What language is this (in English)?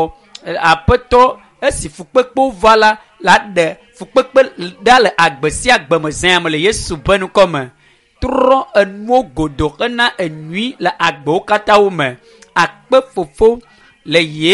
Ewe